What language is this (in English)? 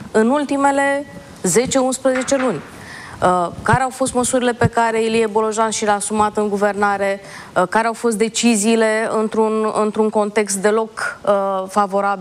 Romanian